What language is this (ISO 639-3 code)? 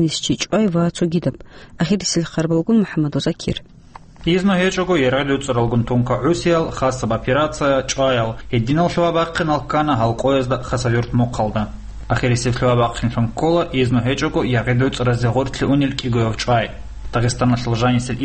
ava